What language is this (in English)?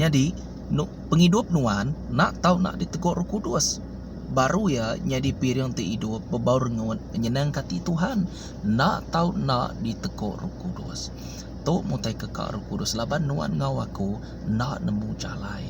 Iban